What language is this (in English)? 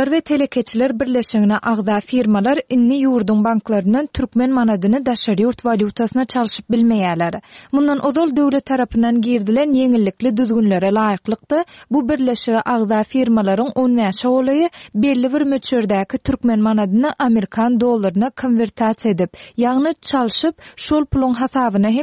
Turkmen